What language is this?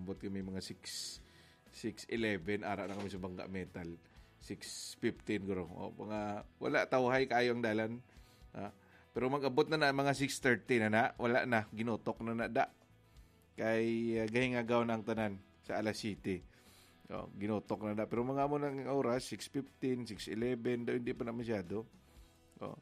Hiligaynon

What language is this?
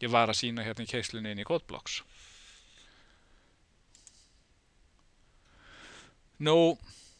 Icelandic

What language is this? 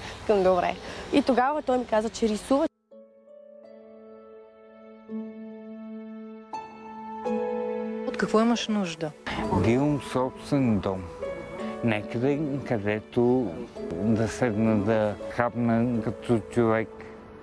Bulgarian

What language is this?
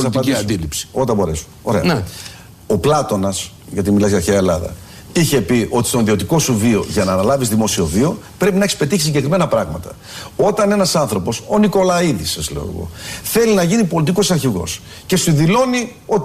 Greek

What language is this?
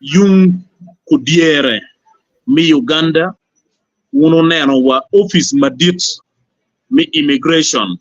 Acoli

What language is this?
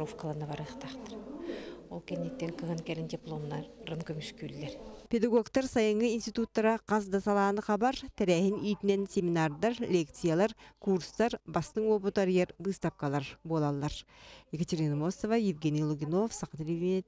Yakut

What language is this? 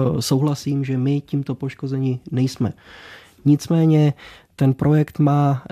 Czech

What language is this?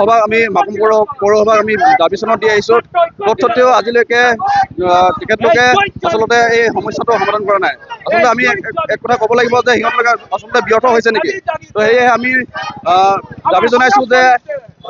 Assamese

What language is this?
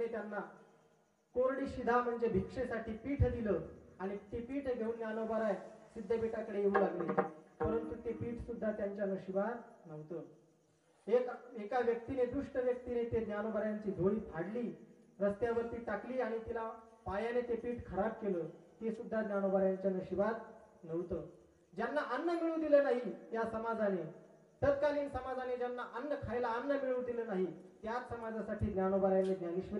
Marathi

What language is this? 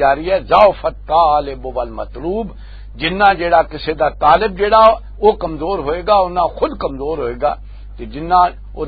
Western Panjabi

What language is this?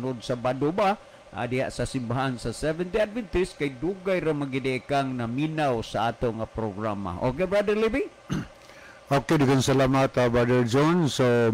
Cebuano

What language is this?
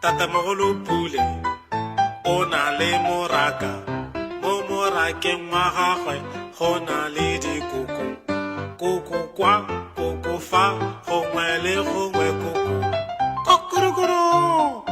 Tswana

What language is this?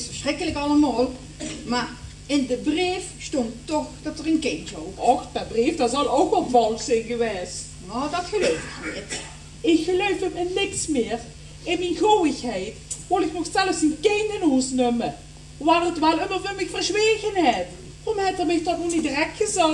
Limburgish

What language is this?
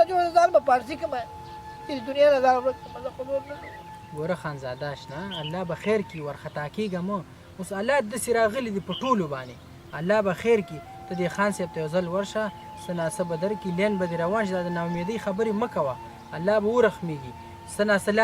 Pashto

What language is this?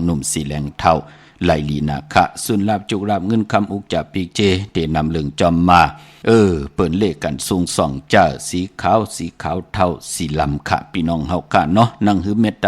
Shan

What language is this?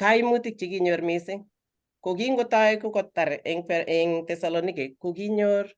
Kalenjin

